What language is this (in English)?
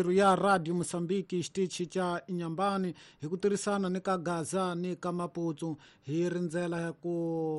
Tsonga